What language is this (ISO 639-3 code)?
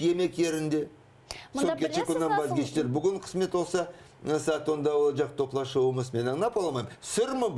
crh